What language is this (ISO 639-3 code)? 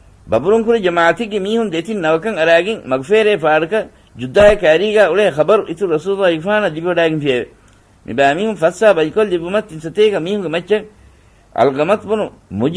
div